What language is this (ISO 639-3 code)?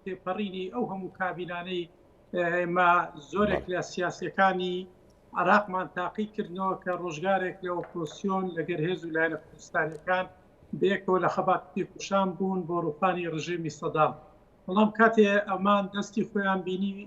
ckb